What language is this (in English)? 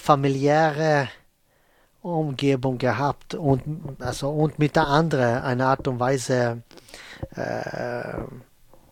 German